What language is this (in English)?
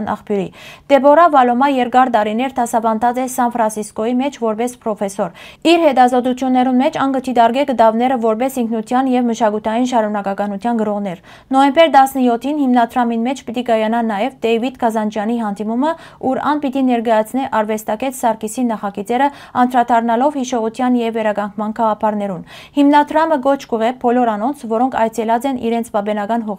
Western Armenian